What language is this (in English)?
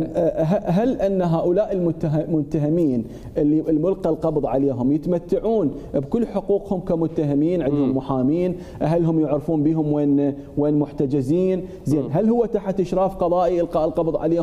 Mesopotamian Arabic